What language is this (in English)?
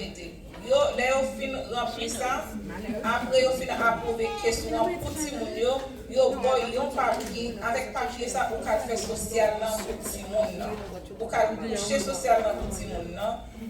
Haitian Creole